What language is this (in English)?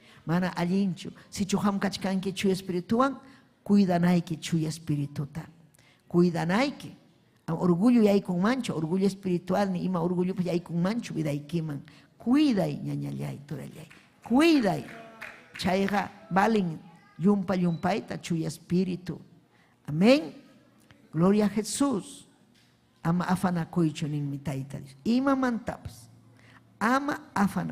Ayacucho Quechua